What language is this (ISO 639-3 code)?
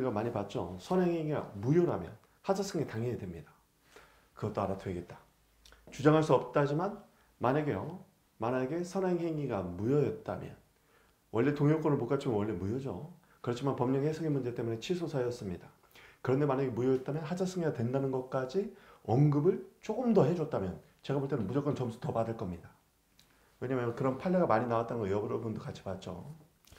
kor